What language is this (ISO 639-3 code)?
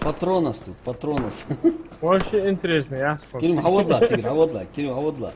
inh